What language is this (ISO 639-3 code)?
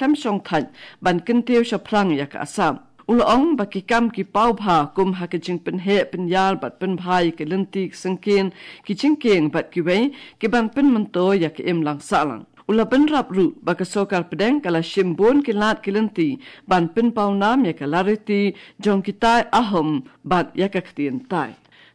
kha